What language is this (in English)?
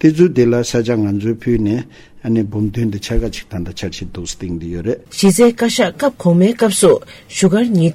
Tibetan